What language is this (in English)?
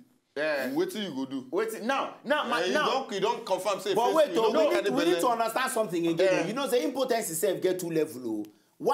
Nigerian Pidgin